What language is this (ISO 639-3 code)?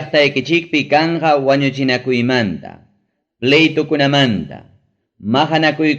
quy